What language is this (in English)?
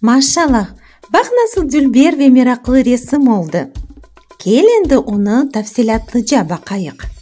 Crimean Tatar